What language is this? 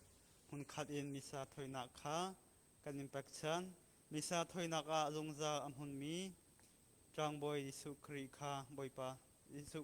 Hakha Chin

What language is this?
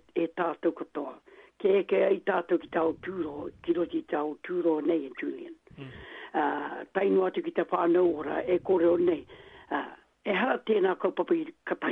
Māori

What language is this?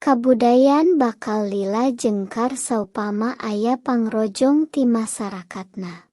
Sundanese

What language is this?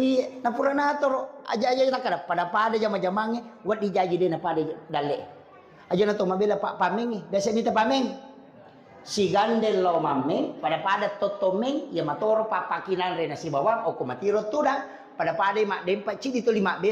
Buginese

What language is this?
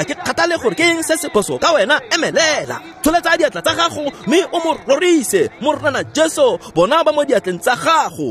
Tswana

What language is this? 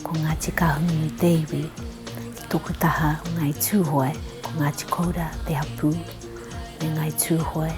Māori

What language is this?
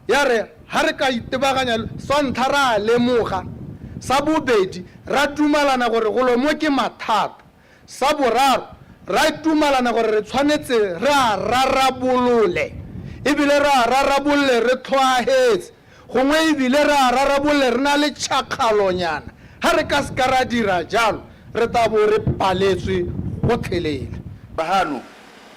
Tswana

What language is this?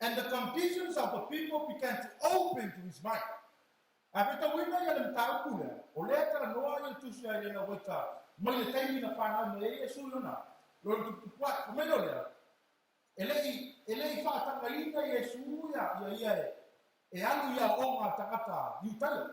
Samoan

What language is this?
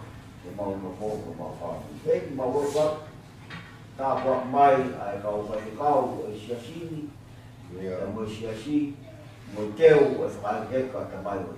Tongan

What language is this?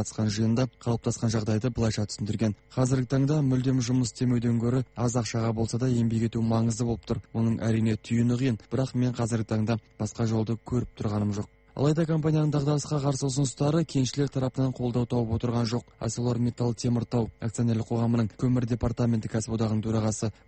Kazakh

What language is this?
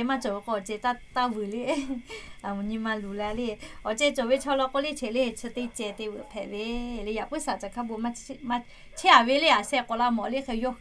Lahu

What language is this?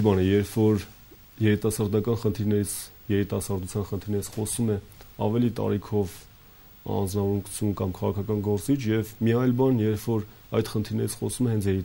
Armenian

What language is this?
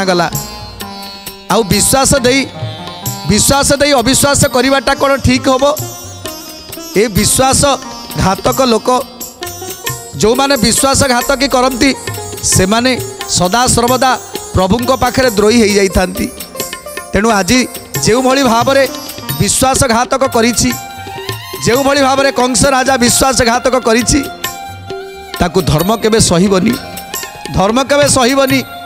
Odia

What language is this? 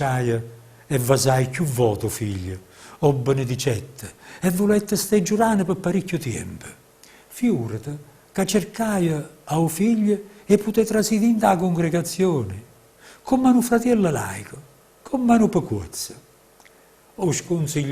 Neapolitan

